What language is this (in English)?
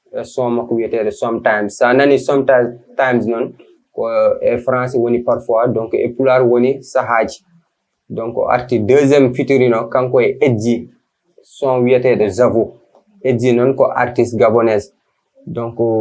Fula